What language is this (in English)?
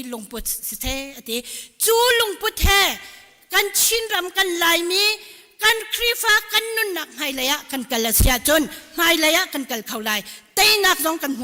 Hakha Chin